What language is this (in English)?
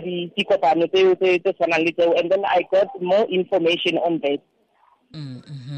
Tswana